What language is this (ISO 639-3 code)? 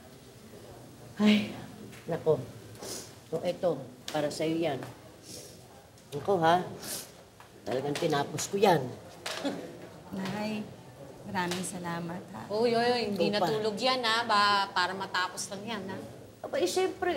fil